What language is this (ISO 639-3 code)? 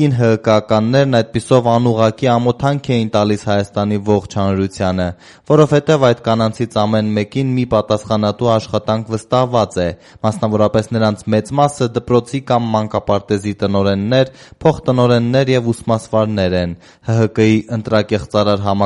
hye